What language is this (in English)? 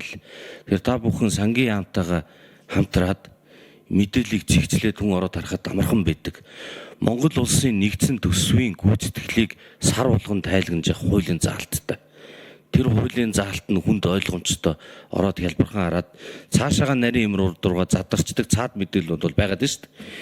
Mongolian